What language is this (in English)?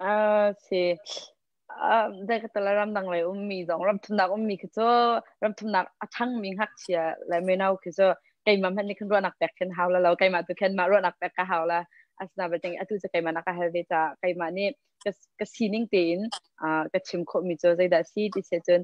Hakha Chin